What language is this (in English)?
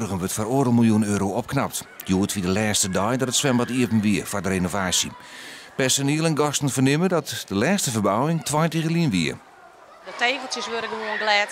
Western Frisian